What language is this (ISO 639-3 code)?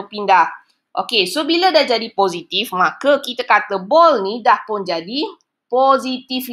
msa